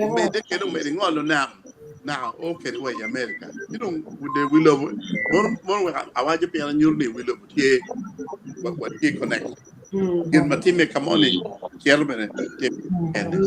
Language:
Acoli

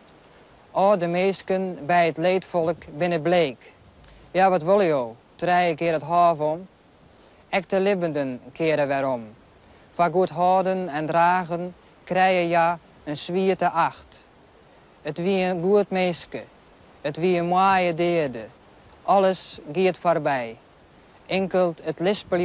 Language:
Western Frisian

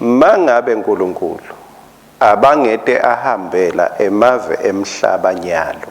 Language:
Swati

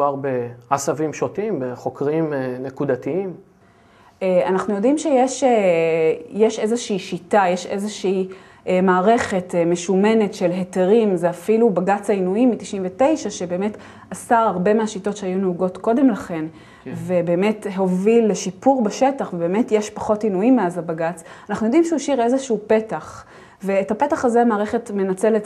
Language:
Hebrew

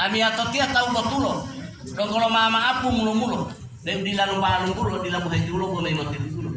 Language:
Gorontalo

